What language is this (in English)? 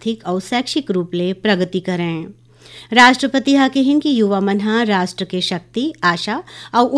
Chhattisgarhi